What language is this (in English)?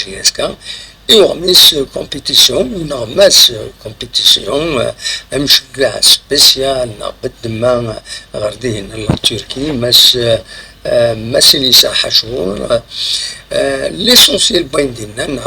Kabyle